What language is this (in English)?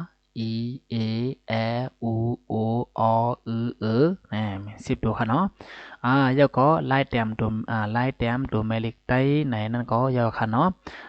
Shan